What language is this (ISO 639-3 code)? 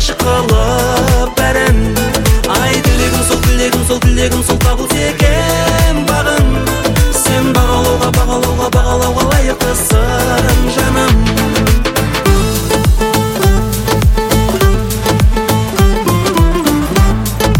kaz